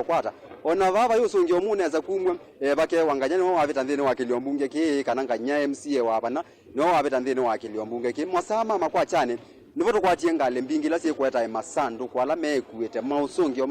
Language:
Kamba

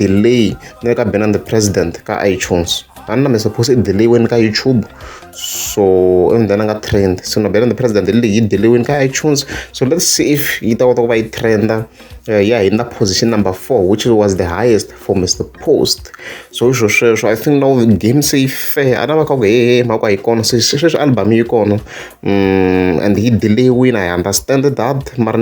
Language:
Tsonga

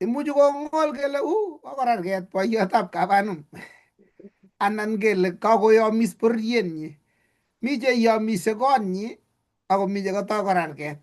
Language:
Kalenjin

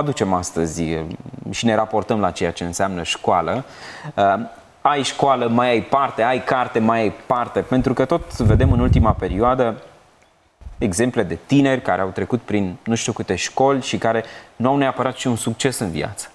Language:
Romanian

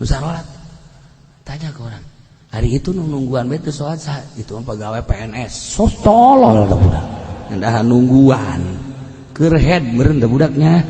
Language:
Sundanese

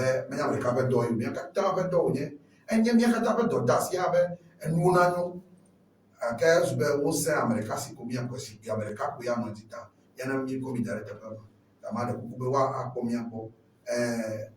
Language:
Ewe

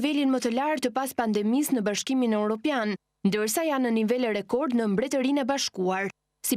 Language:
Albanian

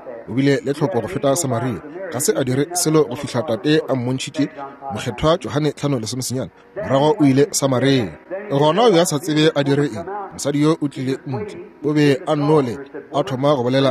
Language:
Northern Sotho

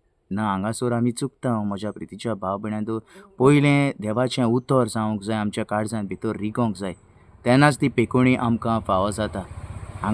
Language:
Konkani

